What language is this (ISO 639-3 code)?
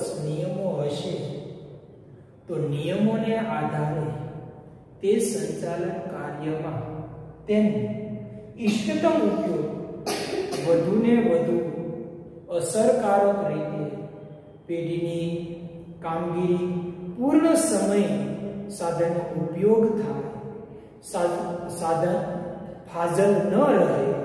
guj